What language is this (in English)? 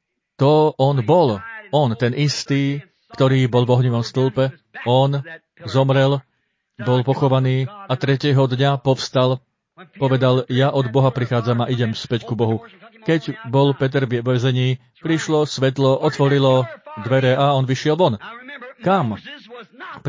Slovak